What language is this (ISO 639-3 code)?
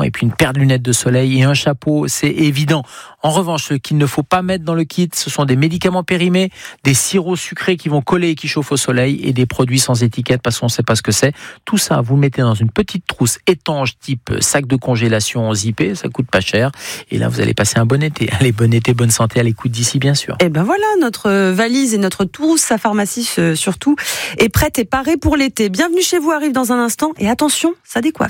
fra